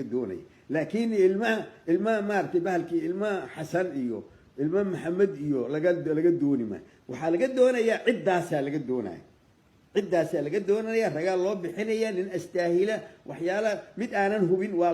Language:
Somali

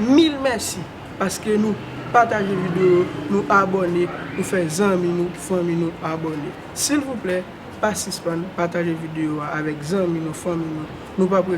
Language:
Haitian Creole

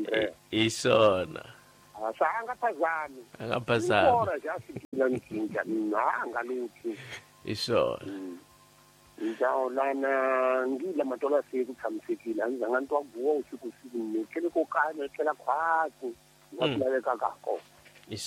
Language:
Tsonga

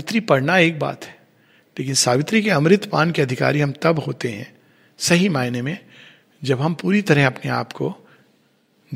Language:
Hindi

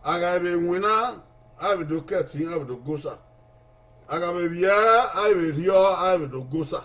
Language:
Bini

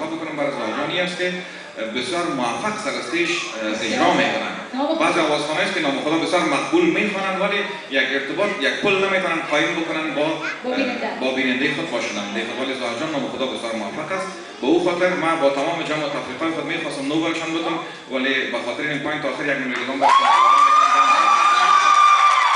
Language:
Persian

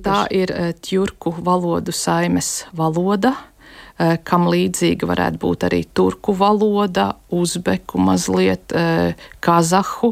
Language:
Latvian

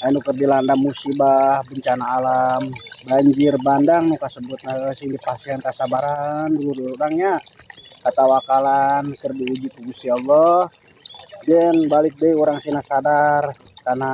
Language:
Sundanese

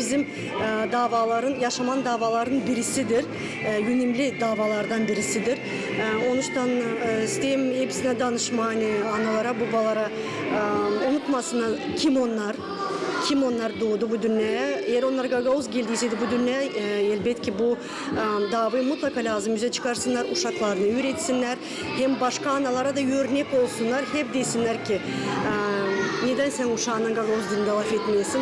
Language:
Gagauz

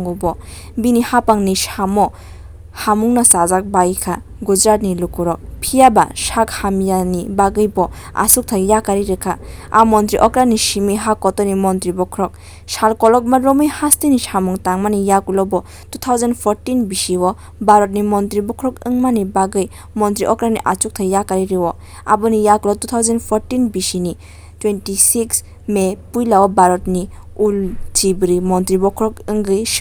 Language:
Kok Borok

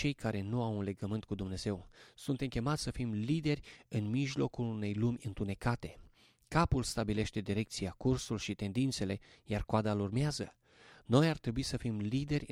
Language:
Romanian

